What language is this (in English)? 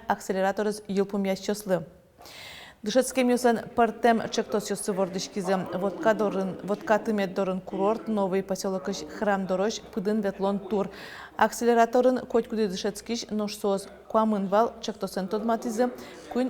Udmurt